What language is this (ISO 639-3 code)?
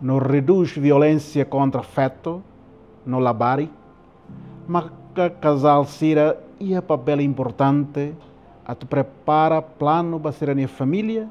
tet